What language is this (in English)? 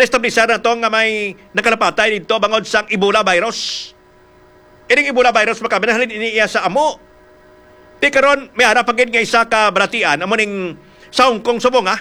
Hiligaynon